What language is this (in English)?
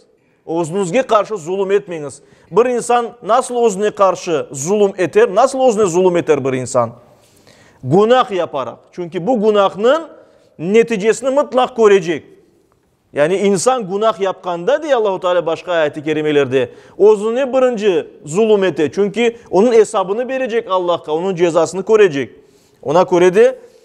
Crimean Tatar